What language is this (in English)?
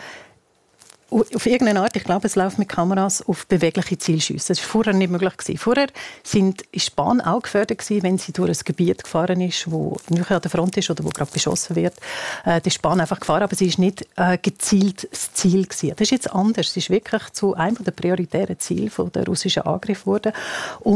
German